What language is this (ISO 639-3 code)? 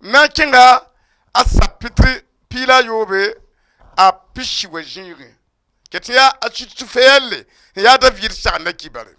mos